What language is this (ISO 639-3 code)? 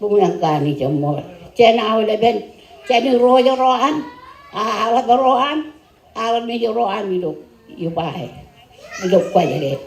mah